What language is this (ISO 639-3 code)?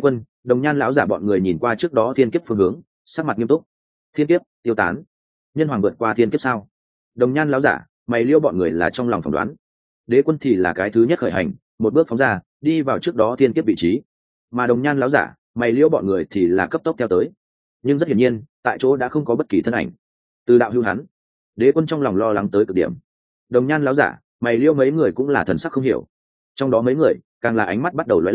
vie